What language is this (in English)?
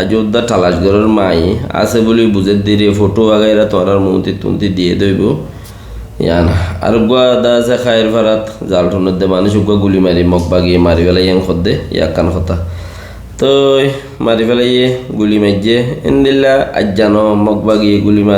Rohingya